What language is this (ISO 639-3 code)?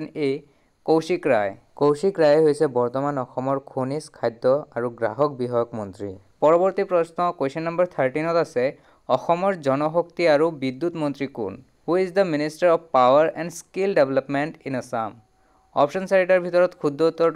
asm